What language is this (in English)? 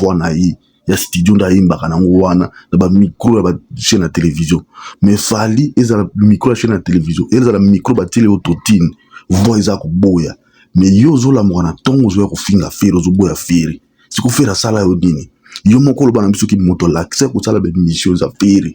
Lingala